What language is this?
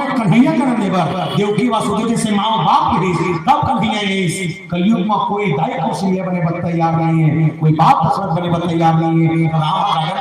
Chhattisgarhi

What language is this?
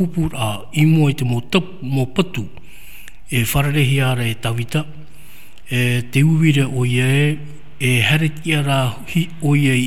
Tahitian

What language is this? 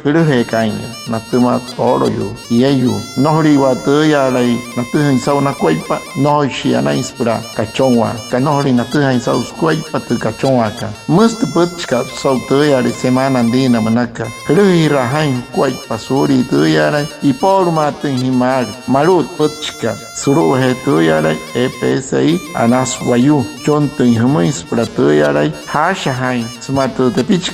Wayuu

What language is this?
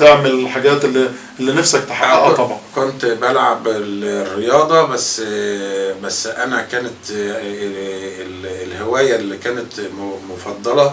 Egyptian Arabic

